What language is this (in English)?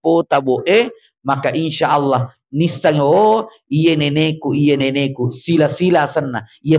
Buginese